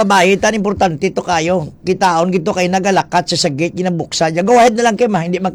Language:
Hiligaynon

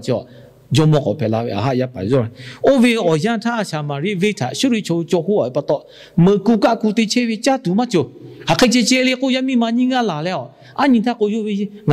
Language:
Lahu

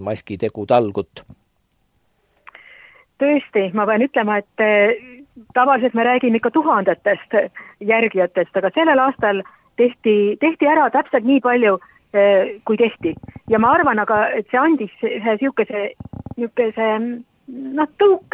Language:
Estonian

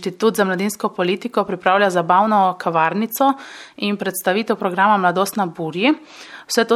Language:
Slovenian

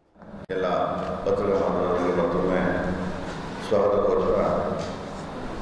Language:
Kannada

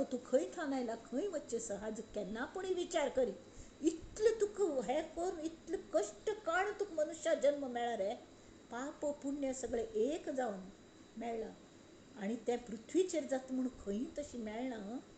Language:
Konkani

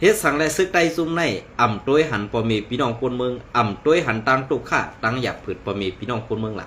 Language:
Shan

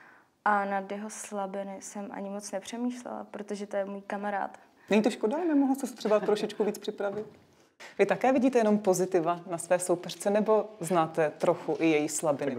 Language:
Czech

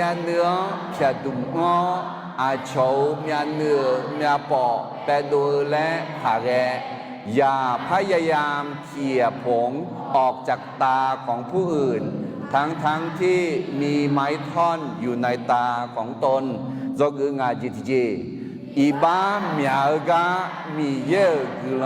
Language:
Akha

